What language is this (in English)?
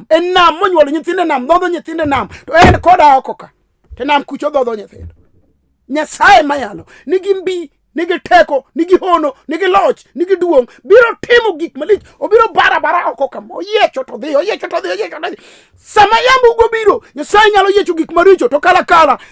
Luo (Kenya and Tanzania)